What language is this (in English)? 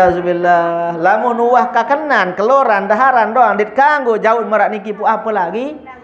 Sasak